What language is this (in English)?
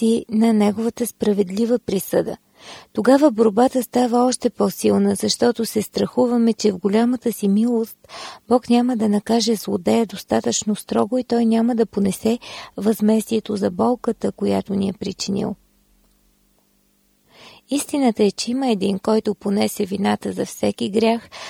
Bulgarian